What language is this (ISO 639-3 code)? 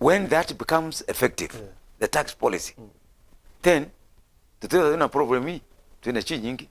mer